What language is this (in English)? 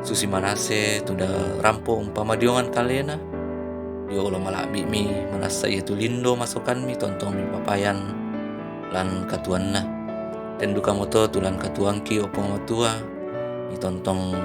Toraja-Sa'dan